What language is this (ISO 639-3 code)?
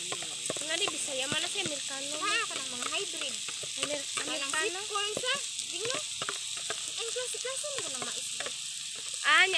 ceb